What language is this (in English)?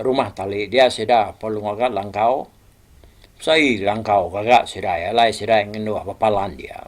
Iban